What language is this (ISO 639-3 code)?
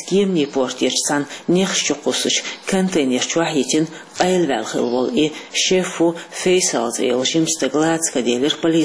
che